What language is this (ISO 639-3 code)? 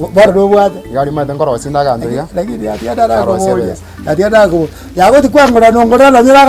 guz